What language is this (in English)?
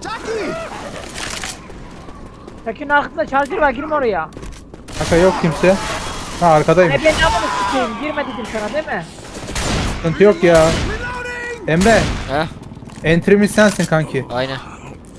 Turkish